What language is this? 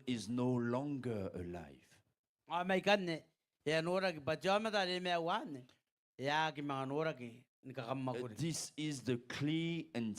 Gilbertese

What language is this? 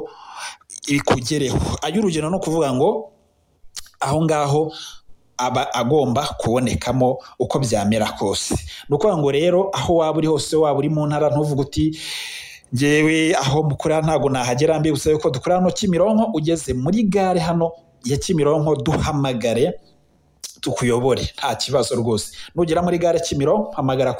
Kinyarwanda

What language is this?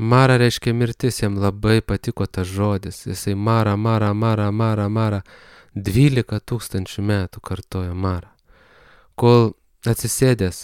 Lithuanian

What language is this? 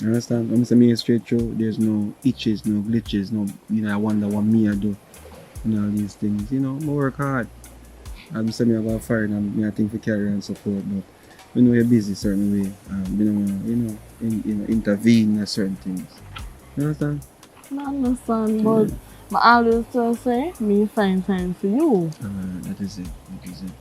Jamaican Creole English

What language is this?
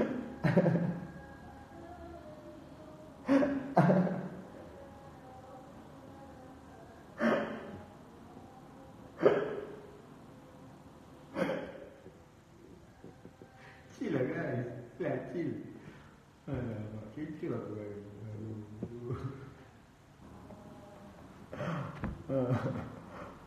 Malay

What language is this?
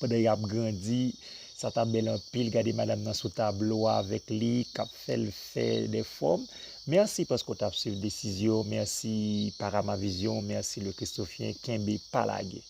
Haitian Creole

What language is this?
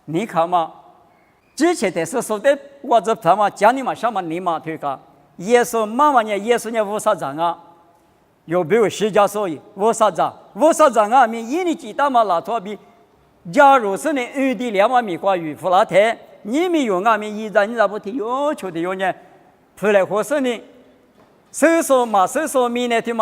Lisu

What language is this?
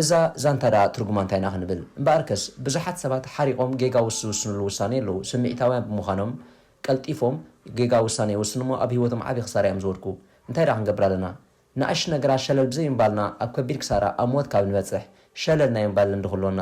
Tigrinya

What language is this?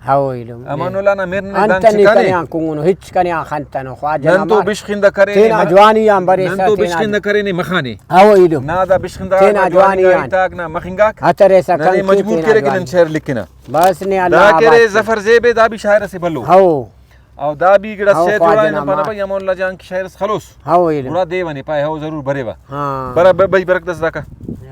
Brahui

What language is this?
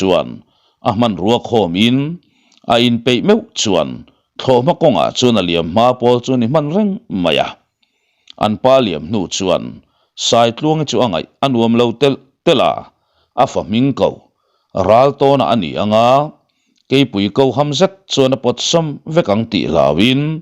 Mizo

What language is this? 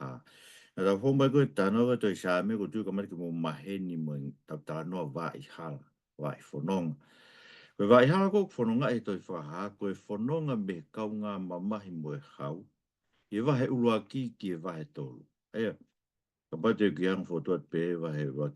Tongan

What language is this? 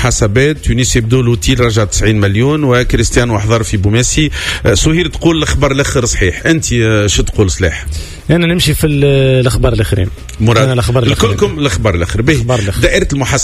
Tunisian Arabic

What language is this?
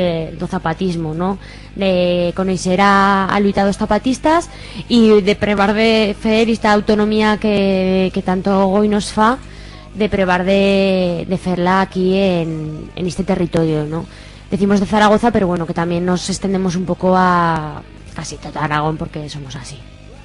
Aragonese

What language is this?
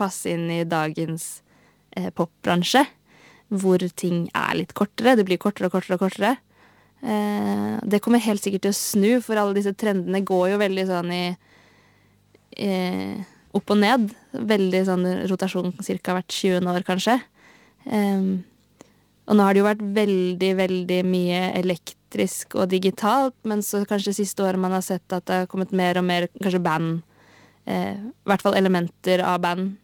Norwegian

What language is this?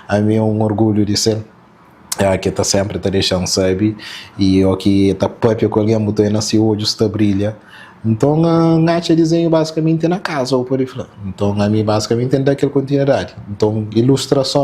Kabuverdianu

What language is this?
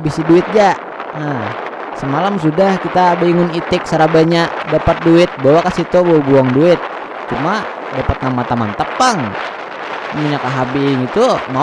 Banjar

